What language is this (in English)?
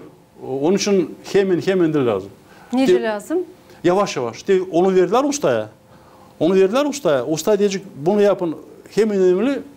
Gagauz